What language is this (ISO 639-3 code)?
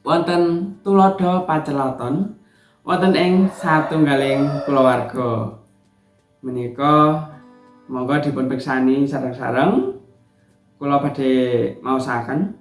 jav